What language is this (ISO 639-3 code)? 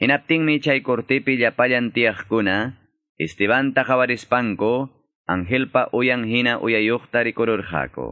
que